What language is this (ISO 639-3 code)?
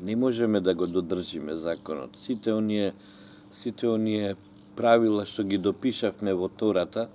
mkd